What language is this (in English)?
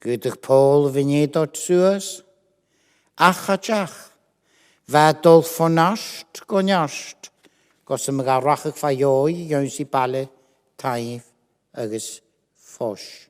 Scottish Gaelic